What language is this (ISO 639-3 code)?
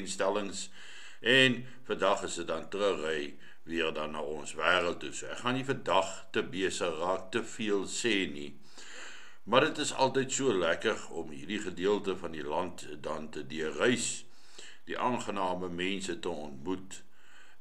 afr